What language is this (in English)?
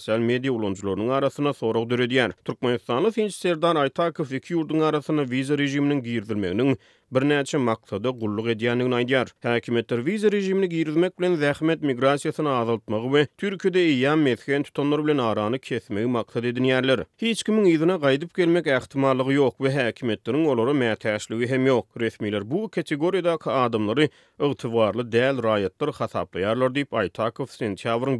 Turkmen